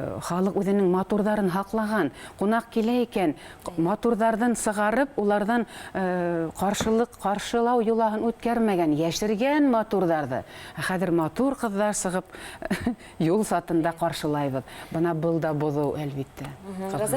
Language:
Bashkir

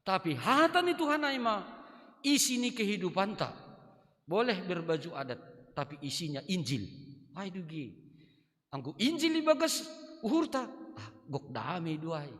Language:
Batak Simalungun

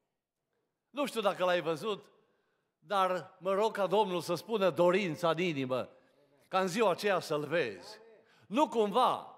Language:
Romanian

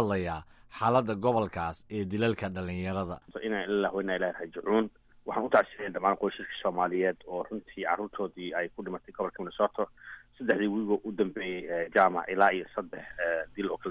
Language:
Somali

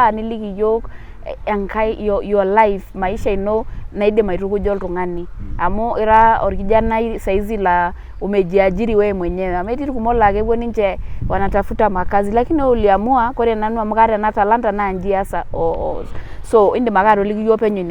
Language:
Masai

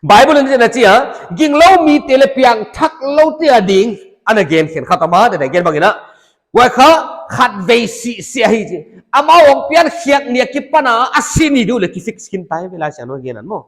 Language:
Paite Chin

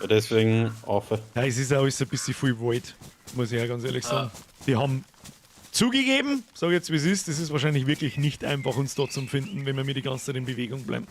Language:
Bavarian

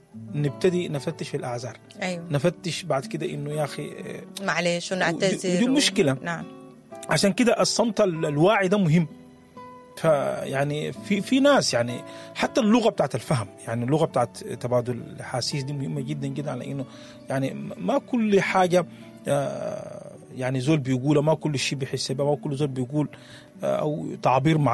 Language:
Sudanese Arabic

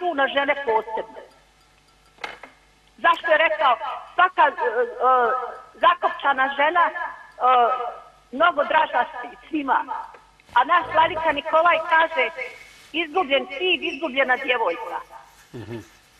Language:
Serbian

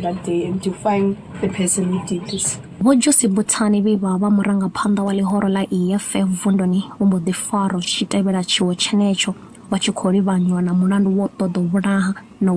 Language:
Venda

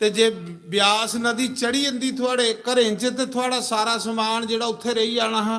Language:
Dogri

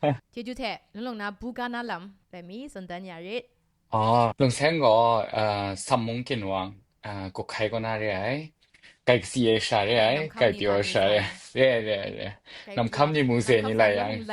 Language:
Kachin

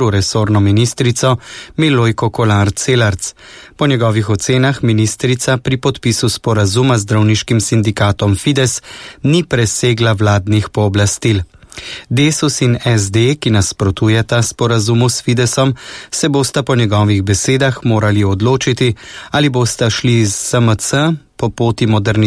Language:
Slovenian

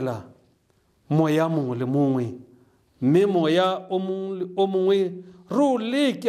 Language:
Tswana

